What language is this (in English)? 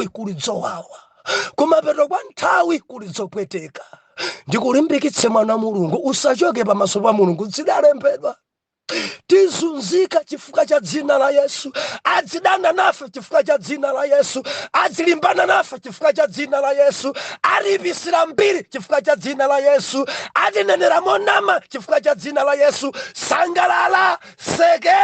Nyanja